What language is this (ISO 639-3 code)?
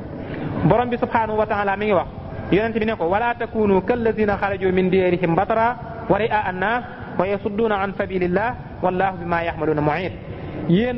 wol